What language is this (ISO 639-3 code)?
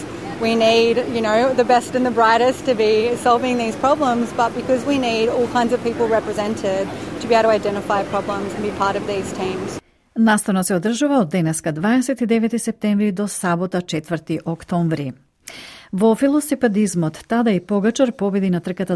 mkd